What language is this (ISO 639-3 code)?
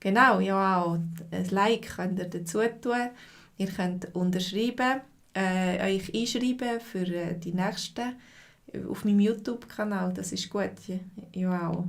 gsw